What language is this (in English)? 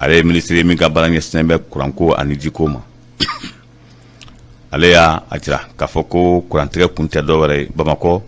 Bambara